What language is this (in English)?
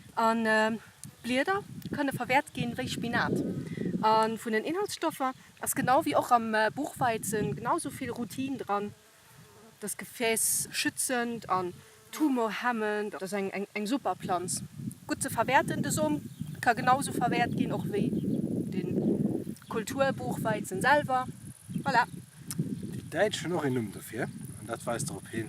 Luxembourgish